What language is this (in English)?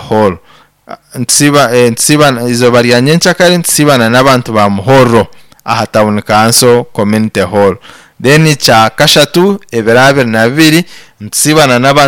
Nyankole